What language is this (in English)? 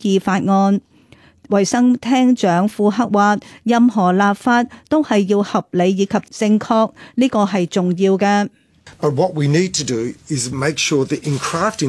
Cantonese